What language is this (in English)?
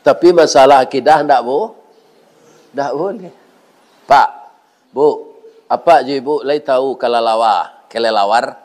Minangkabau